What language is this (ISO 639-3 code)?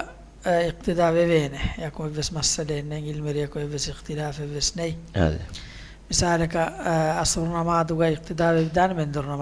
div